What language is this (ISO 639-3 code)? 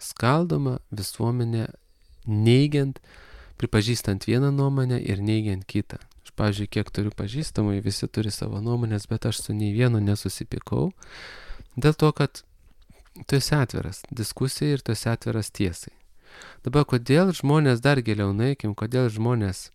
lit